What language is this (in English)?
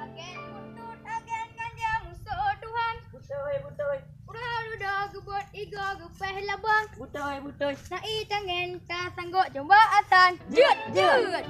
Achinese